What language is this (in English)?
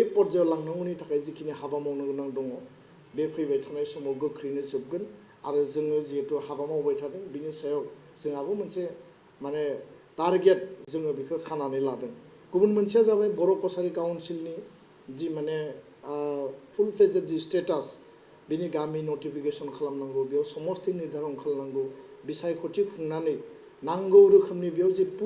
Bodo